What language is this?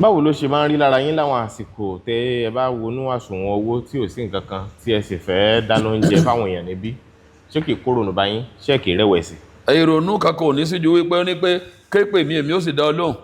Yoruba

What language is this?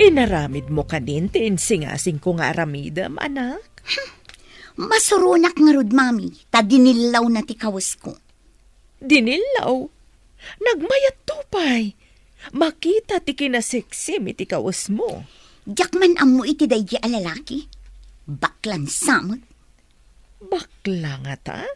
Iloko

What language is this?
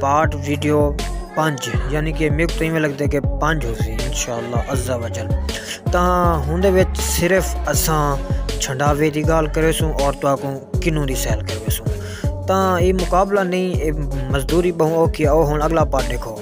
Saraiki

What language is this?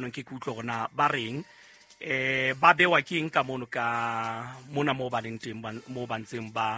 Southern Sotho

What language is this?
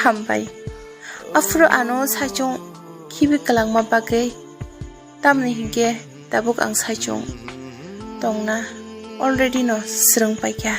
Kok Borok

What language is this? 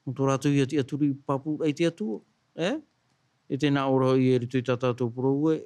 Tahitian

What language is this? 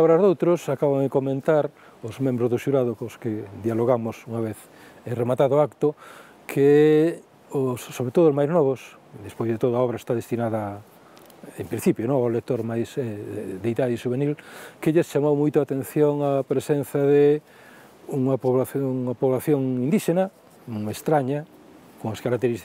Galician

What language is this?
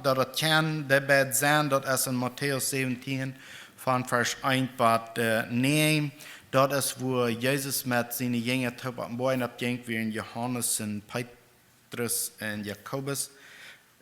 Plautdietsch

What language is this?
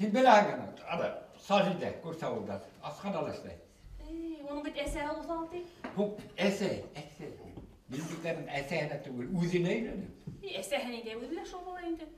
Bashkir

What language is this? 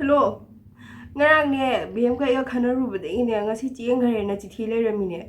Manipuri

